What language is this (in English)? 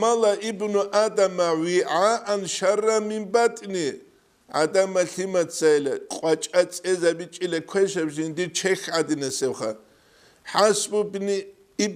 Avaric